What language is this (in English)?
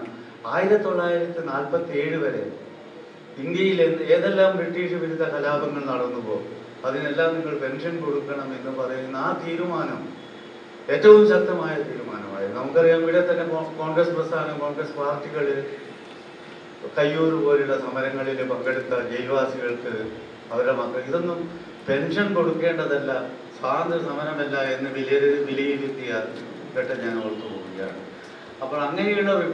Malayalam